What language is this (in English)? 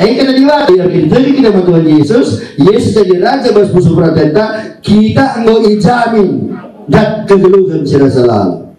Batak Karo